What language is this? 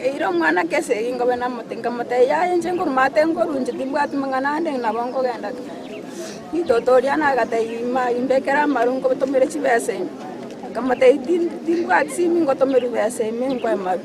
Gusii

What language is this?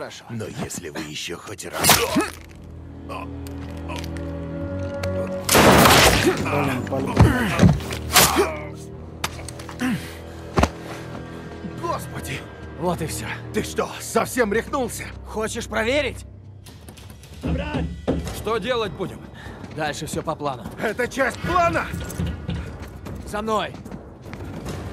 Russian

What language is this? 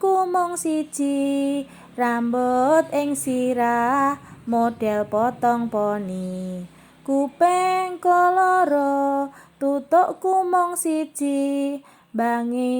Javanese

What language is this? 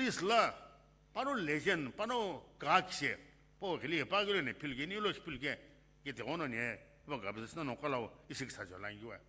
Sumi Naga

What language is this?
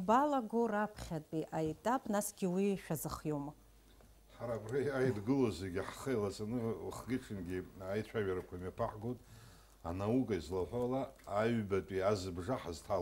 Abkhazian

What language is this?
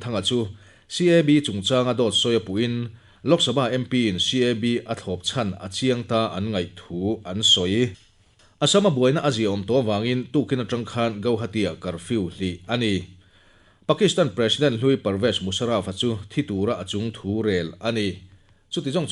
Mizo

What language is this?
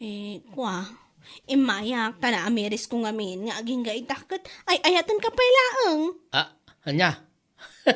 Iloko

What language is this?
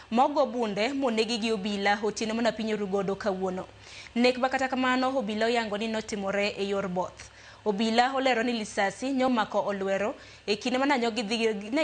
Luo (Kenya and Tanzania)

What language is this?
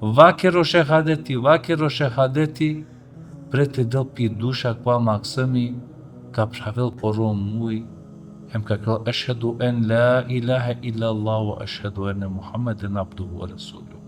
Balkan Romani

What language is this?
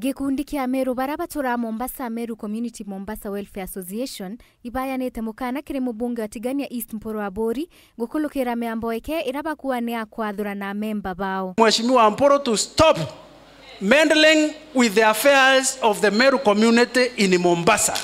Meru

